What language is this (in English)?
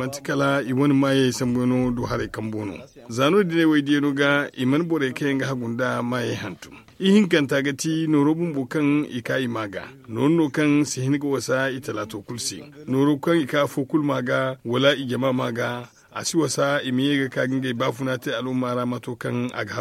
Zarma